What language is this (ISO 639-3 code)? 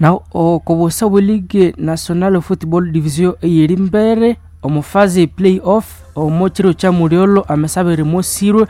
nnb